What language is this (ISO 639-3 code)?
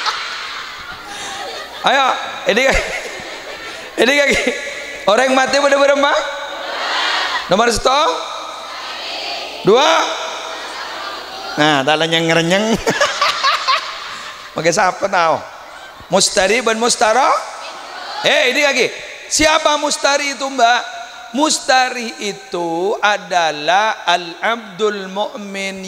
mad